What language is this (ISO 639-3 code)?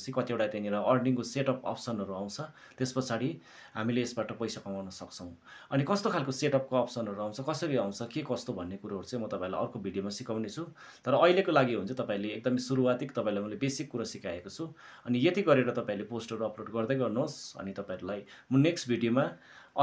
nep